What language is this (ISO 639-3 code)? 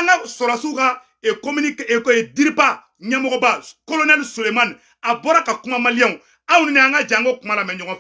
bam